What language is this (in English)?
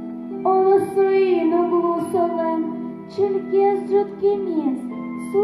Udmurt